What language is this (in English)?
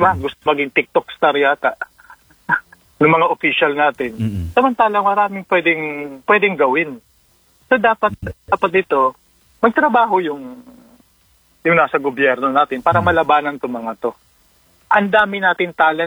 Filipino